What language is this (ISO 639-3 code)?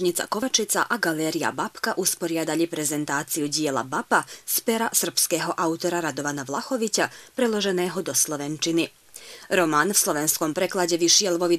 slk